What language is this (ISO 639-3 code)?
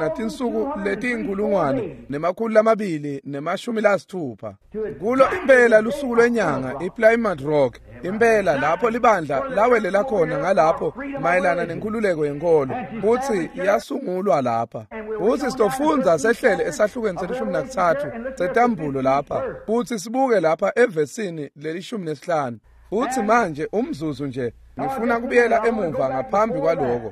ssw